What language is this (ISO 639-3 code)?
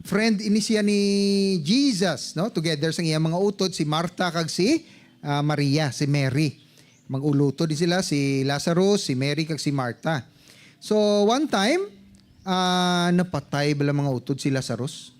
hil